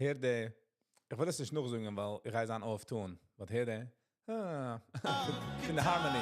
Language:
Yiddish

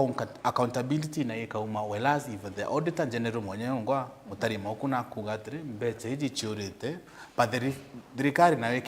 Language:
Meru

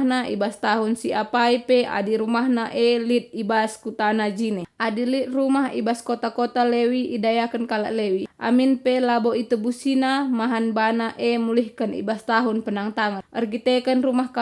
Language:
Batak Karo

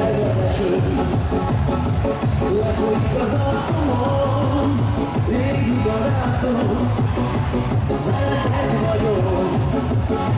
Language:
Hungarian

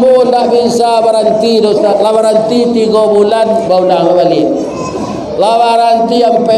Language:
Minangkabau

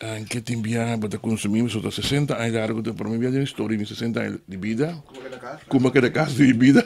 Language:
Papiamento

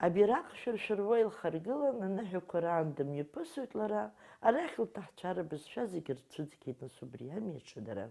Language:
Abkhazian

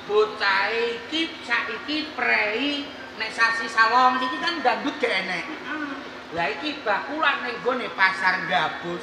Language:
Javanese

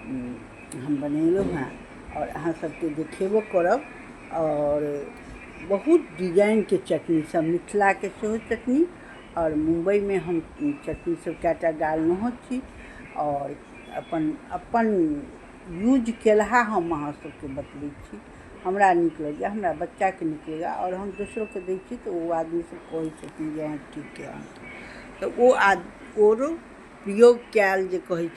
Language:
Maithili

